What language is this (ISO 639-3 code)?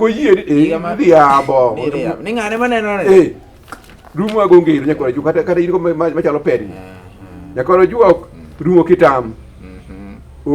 luo